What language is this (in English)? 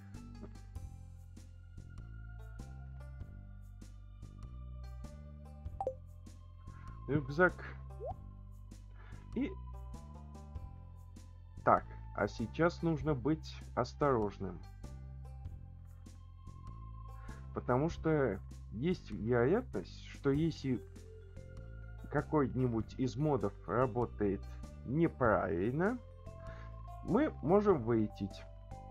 Russian